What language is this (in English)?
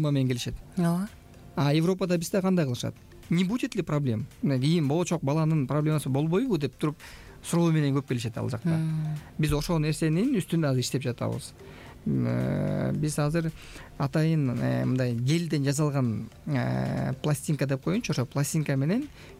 Kyrgyz